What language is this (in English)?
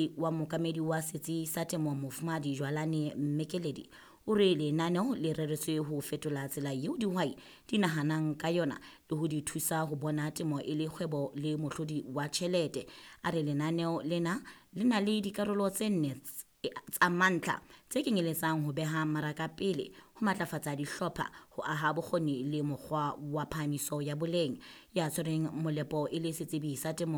Southern Sotho